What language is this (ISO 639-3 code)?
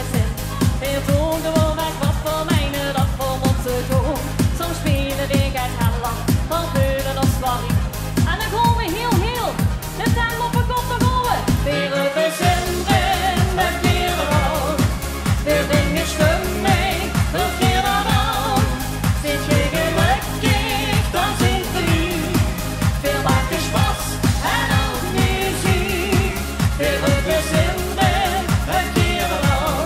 lim